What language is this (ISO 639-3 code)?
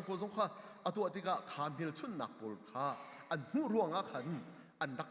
cnh